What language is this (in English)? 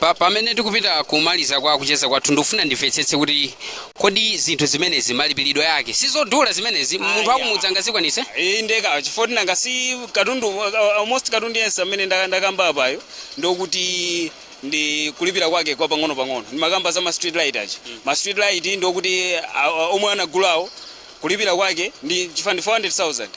Nyanja